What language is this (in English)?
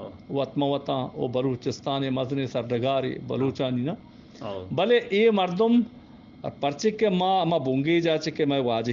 Eastern Balochi